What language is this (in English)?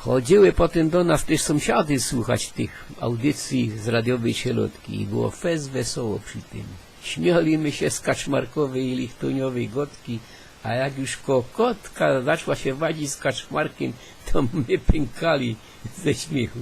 Silesian